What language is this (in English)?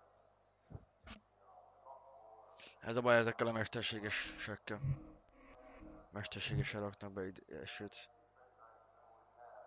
Hungarian